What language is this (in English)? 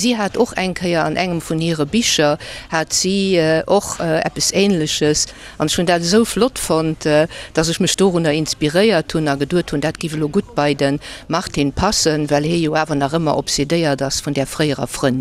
Luxembourgish